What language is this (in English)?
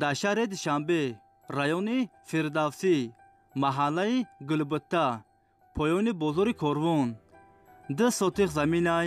Tajik